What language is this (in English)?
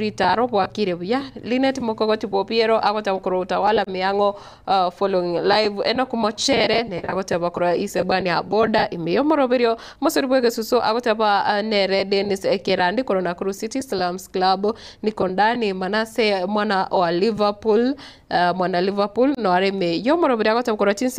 Gusii